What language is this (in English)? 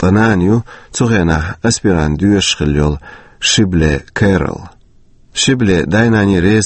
Chechen